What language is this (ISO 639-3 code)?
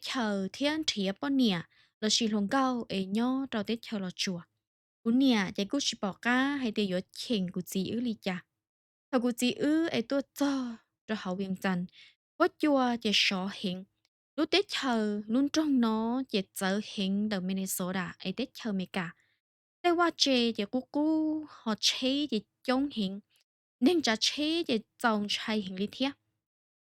hmn